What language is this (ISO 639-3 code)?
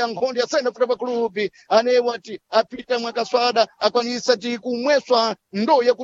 seh